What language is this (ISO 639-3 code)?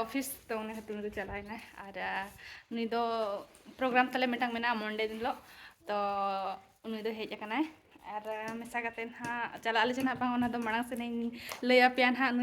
sat